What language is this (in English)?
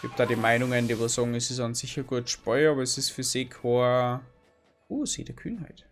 Bavarian